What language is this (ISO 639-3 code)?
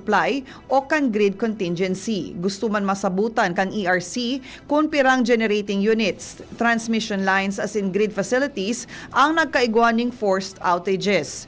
bik